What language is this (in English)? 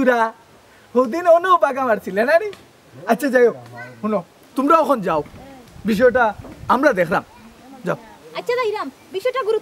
Sylheti